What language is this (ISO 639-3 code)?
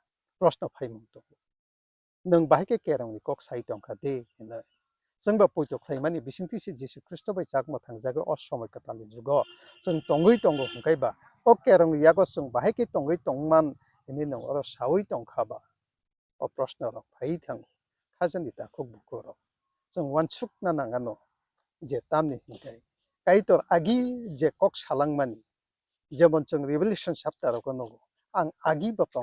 trp